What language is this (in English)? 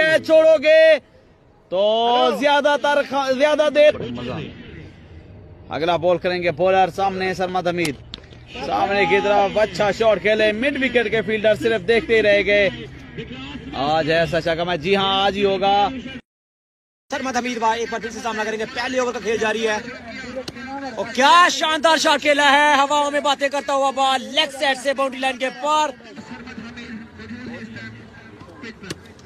Hindi